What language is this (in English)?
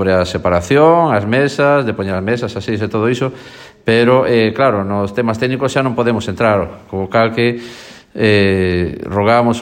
Galician